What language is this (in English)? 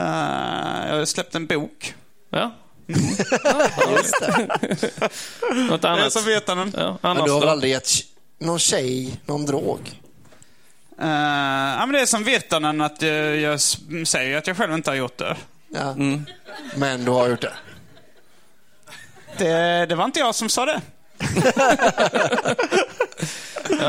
Swedish